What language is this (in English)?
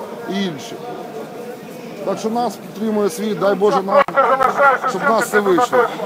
Ukrainian